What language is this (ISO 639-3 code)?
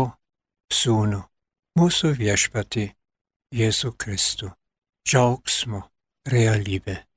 lit